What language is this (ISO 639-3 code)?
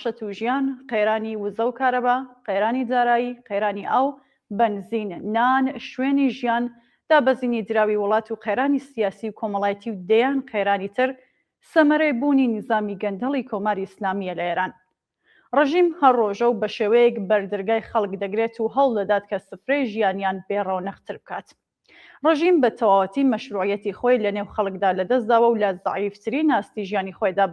ckb